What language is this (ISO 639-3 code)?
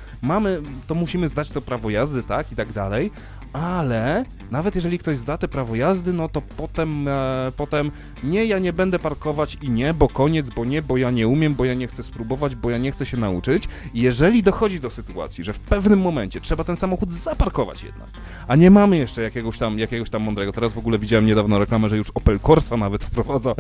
pol